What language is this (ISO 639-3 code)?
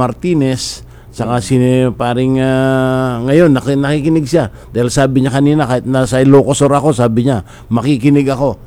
fil